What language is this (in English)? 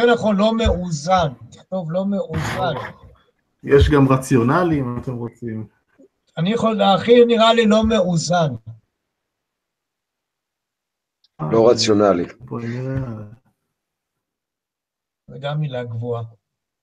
Hebrew